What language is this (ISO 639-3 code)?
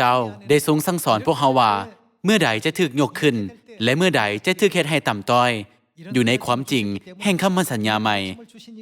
lao